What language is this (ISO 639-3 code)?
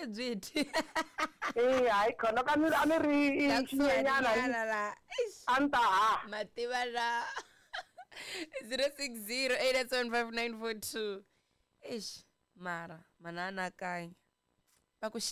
tso